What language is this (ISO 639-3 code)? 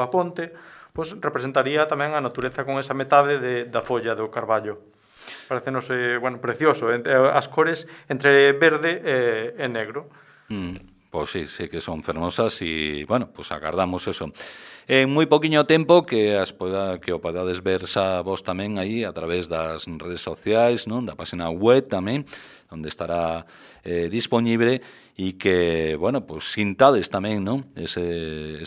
glg